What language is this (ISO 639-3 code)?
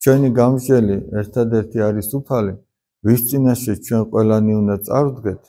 kat